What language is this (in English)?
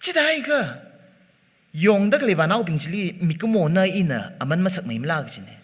Tangkhul Naga (India)